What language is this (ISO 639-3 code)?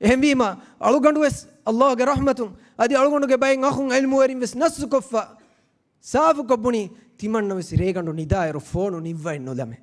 div